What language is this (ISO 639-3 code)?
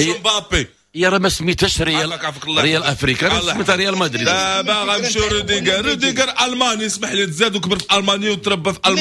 ary